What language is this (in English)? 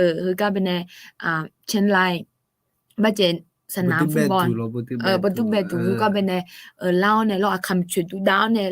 Akha